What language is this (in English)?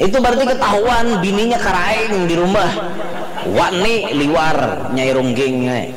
Banjar